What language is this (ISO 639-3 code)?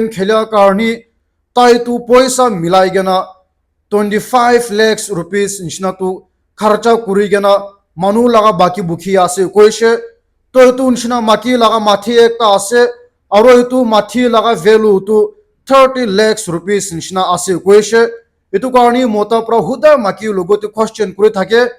nag